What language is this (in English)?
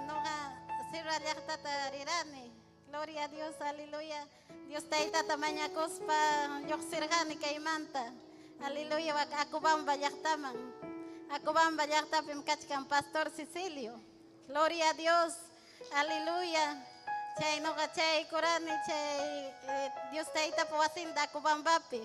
Ayacucho Quechua